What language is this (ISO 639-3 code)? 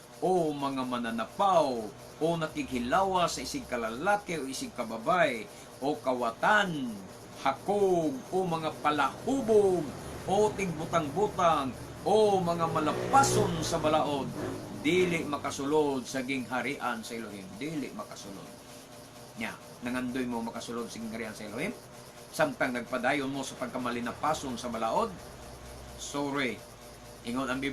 ceb